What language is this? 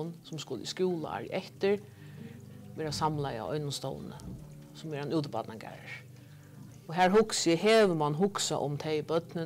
Faroese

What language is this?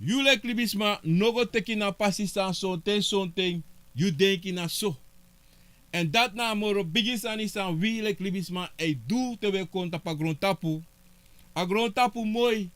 Sranan Tongo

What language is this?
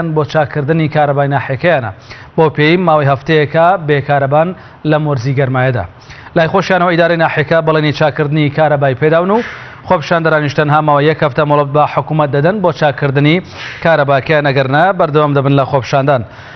Central Kurdish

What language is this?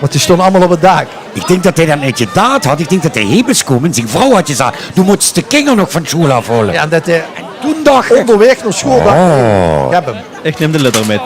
Limburgish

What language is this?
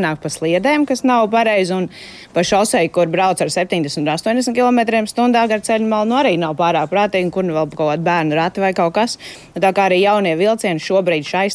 Latvian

